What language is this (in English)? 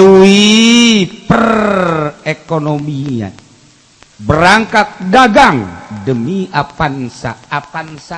Sundanese